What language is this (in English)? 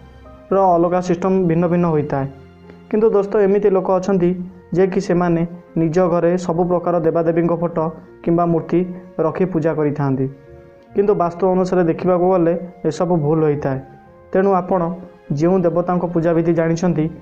Odia